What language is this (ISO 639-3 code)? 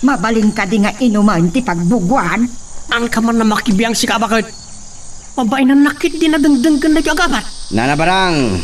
ilo